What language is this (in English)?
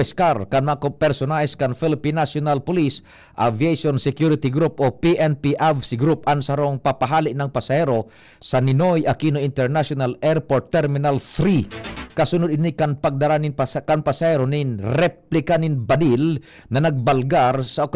Bikol